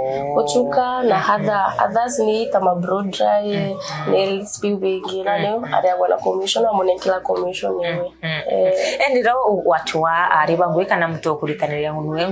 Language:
Meru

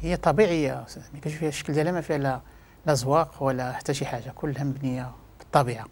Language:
Moroccan Arabic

